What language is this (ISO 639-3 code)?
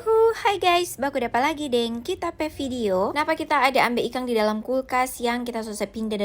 xmm